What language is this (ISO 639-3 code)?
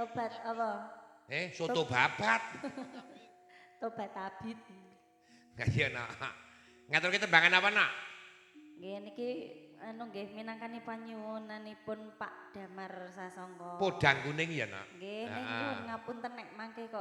jav